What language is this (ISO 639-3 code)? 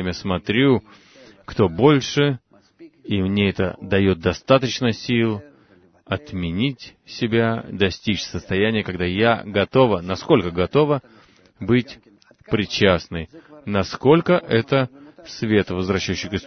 rus